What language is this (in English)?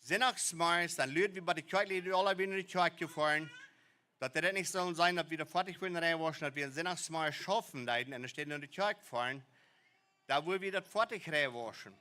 Plautdietsch